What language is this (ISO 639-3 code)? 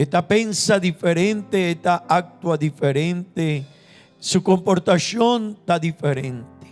pap